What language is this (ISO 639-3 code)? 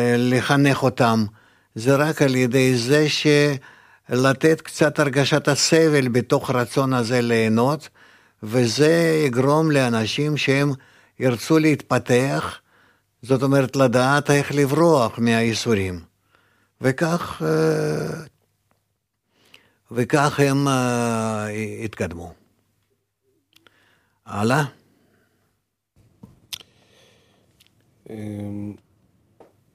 heb